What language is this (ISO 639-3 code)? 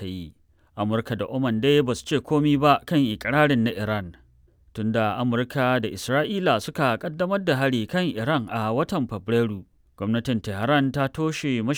hau